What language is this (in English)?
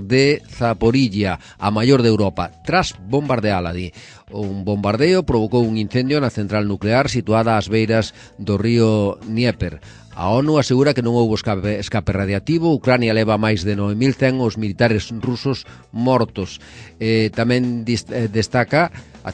Galician